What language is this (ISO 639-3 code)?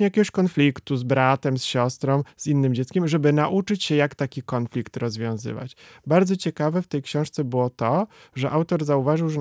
pol